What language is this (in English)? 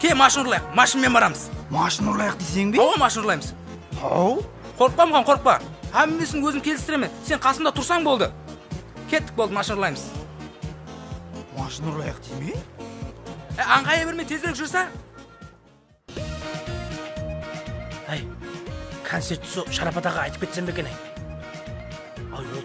Kazakh